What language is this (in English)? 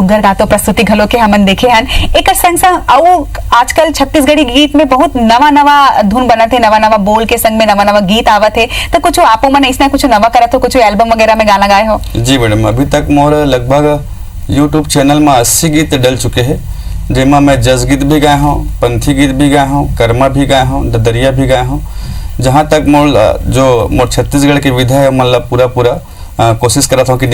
Chhattisgarhi